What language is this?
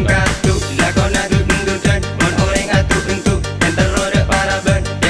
Madurese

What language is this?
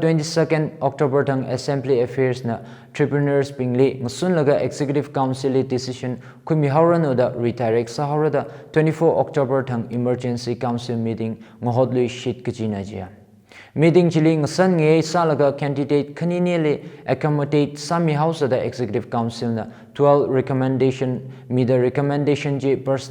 Tangkhul Naga (India)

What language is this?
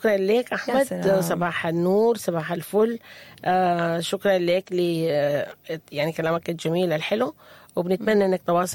Sudanese Arabic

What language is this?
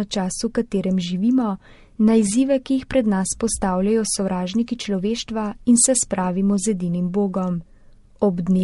Slovenian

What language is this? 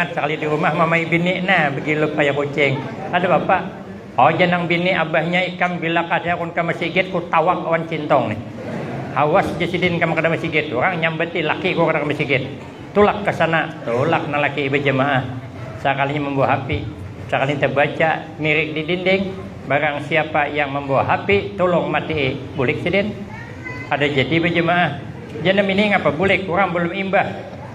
Banjar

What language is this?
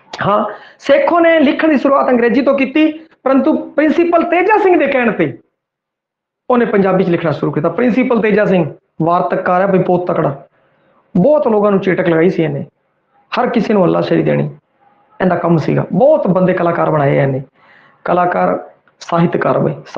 Punjabi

